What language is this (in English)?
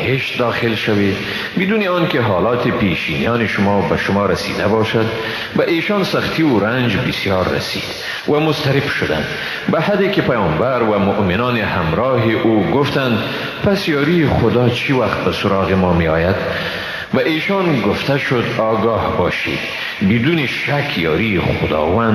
Persian